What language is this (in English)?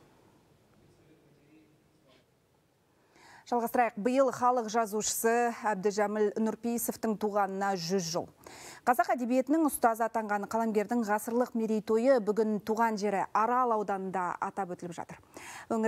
Kazakh